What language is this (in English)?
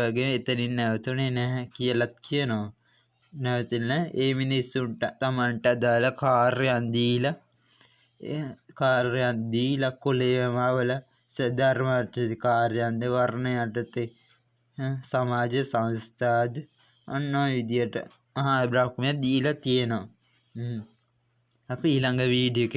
Sinhala